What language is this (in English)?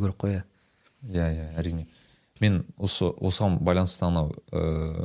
Kazakh